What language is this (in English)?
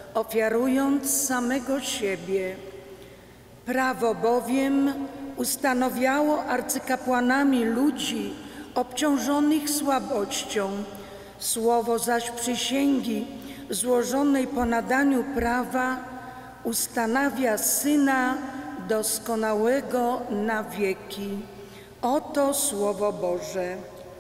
Polish